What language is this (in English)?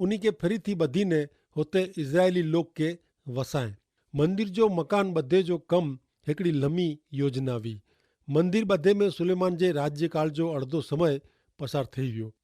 Kachhi